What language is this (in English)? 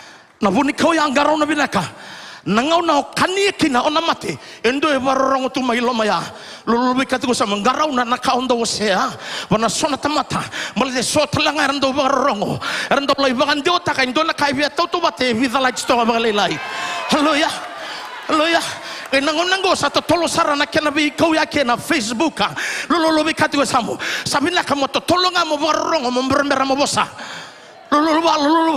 Fijian